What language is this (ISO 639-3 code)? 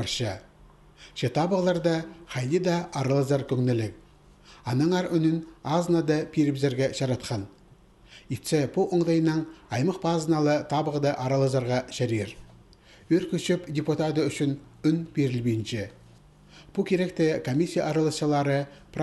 kjh